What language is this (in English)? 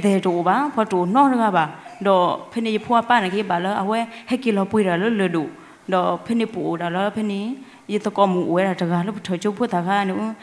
S'gaw Karen